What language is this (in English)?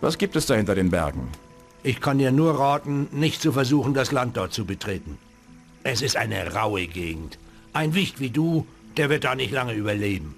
Bavarian